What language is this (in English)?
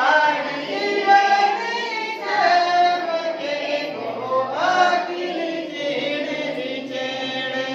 Santali